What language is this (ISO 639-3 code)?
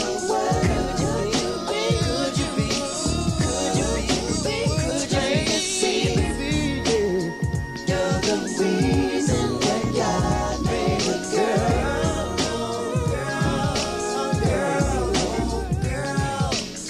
eng